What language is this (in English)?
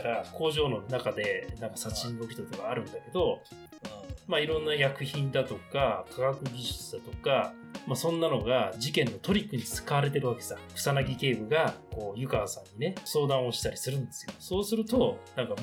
Japanese